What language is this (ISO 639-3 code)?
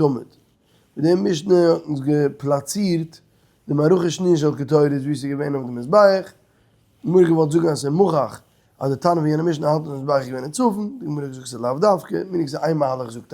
yid